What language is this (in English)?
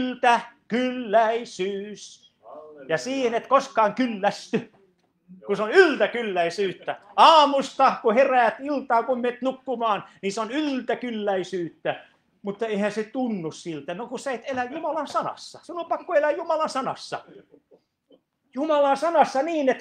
Finnish